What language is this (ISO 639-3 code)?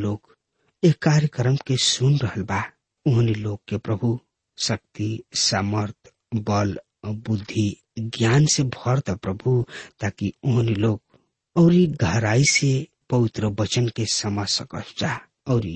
bho